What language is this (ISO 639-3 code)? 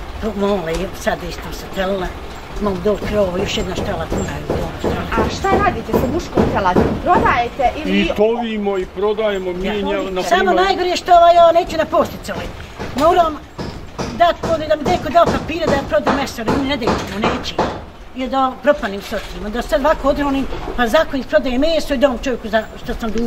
bos